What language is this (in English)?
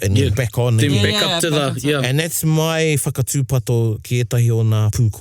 Māori